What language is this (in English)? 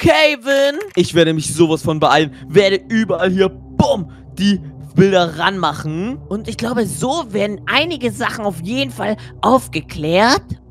German